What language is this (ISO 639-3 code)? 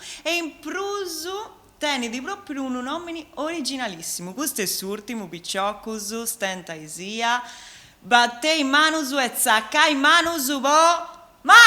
srd